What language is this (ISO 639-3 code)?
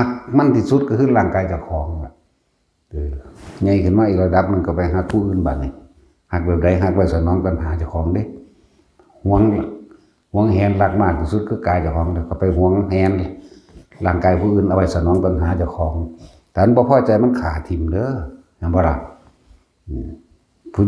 tts